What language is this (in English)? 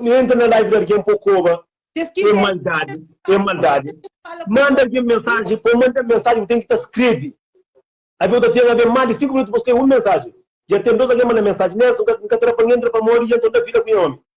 Kabuverdianu